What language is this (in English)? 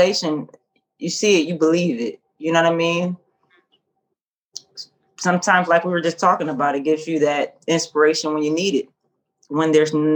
English